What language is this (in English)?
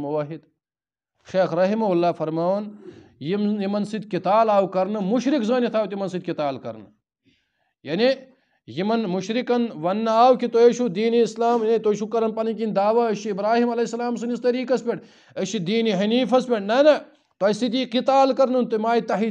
Kashmiri